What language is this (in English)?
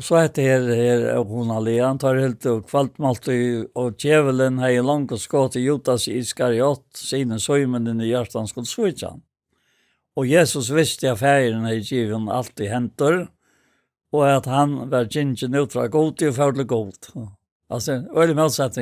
Faroese